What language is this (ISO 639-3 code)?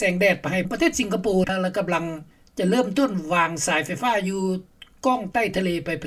lao